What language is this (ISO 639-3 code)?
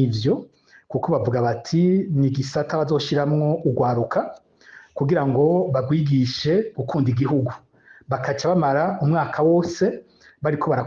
run